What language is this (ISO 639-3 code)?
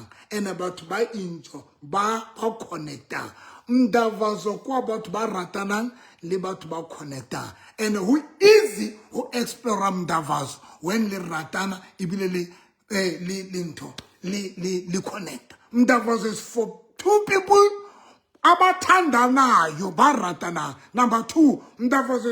sot